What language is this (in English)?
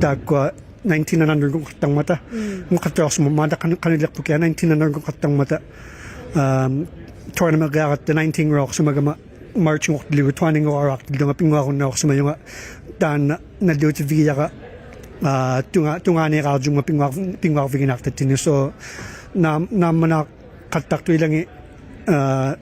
Inuktitut